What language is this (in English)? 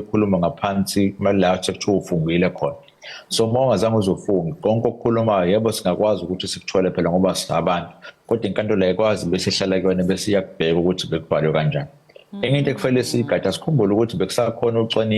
Zulu